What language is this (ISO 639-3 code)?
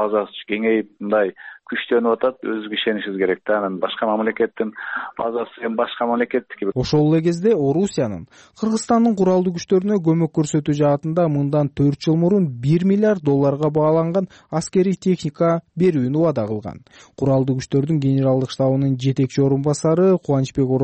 kir